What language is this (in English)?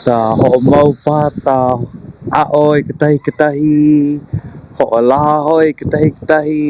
Hawaiian